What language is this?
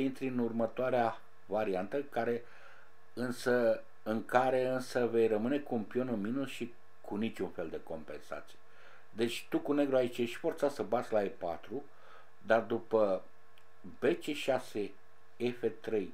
Romanian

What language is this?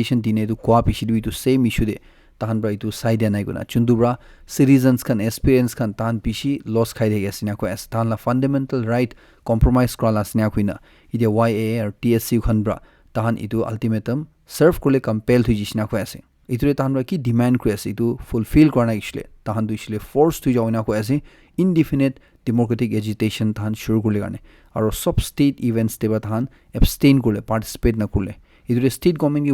Naga Pidgin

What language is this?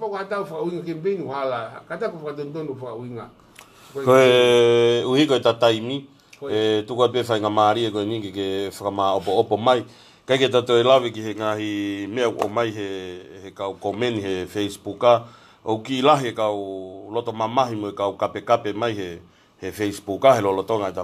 Tongan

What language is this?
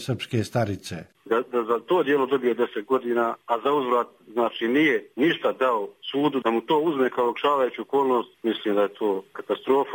Croatian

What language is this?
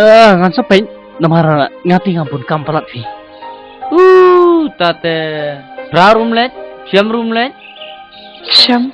Khasi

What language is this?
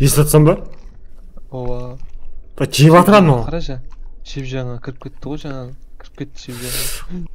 Kara-Kalpak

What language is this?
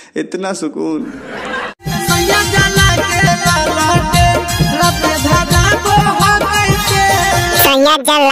Magahi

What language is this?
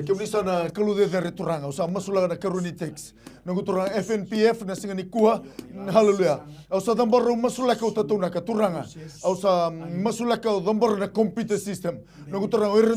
Fijian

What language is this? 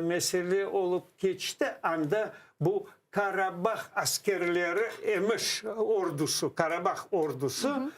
Crimean Tatar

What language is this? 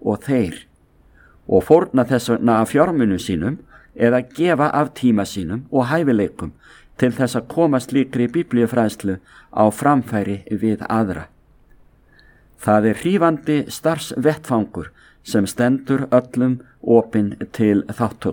Icelandic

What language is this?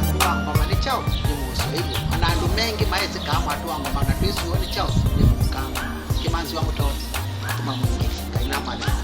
Kamba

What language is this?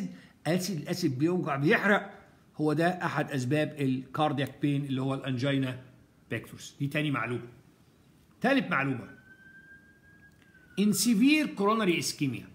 Egyptian Arabic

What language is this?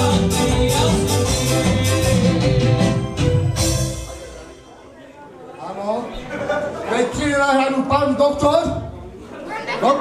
Czech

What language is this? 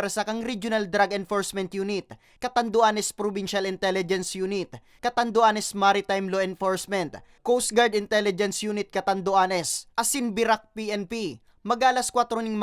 Bikol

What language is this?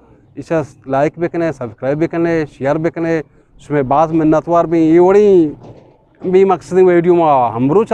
Eastern Balochi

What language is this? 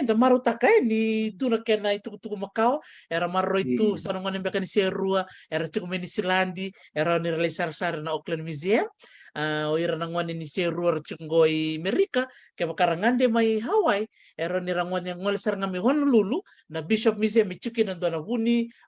Fijian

